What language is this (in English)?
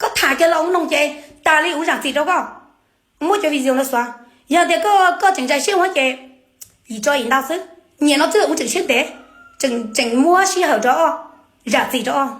Hmong